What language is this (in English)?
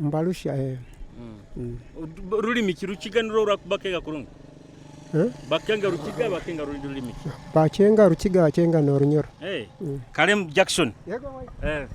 Nyoro